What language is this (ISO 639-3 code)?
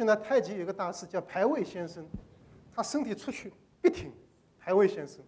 zho